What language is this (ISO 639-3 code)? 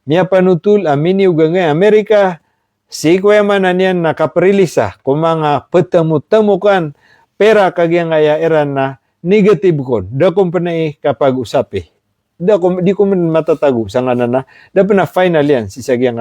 mrw